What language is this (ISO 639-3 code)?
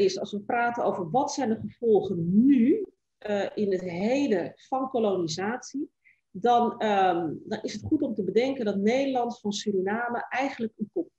nld